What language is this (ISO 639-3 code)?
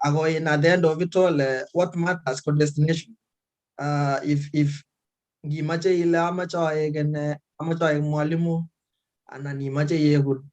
kln